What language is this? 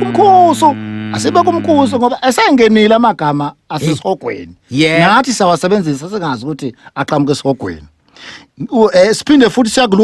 Zulu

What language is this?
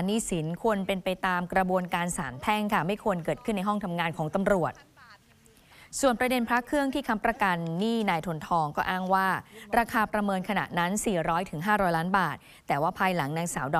Thai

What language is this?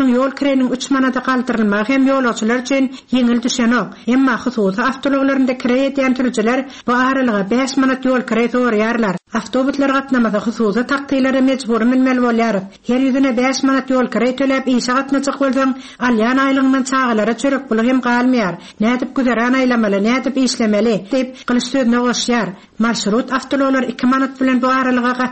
Turkmen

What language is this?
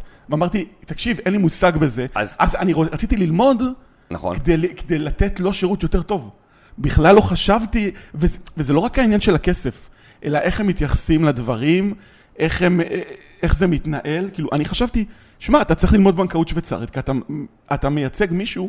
Hebrew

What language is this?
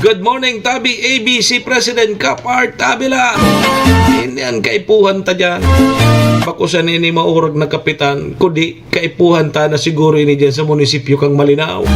Bikol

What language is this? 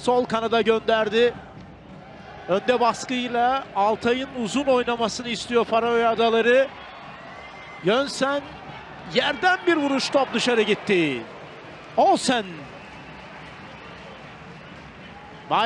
Turkish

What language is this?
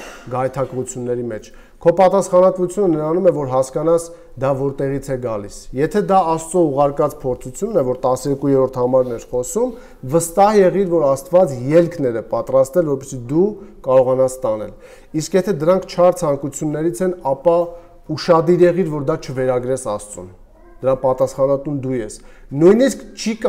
Armenian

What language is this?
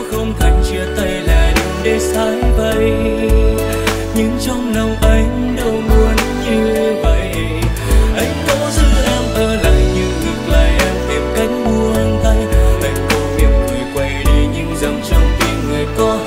Vietnamese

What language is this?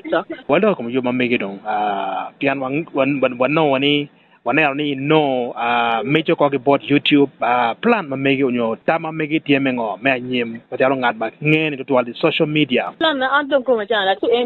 Acoli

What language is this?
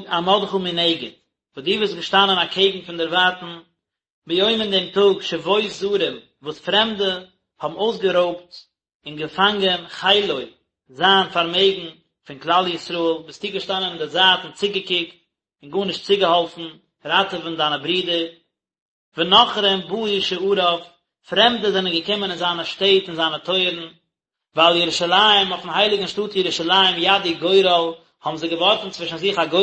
Yiddish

